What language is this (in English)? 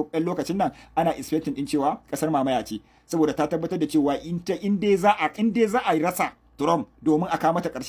Hausa